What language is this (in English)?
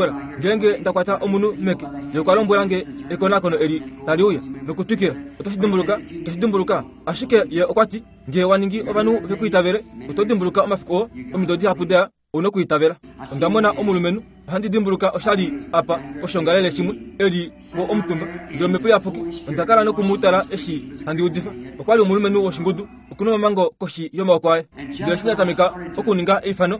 Kuanyama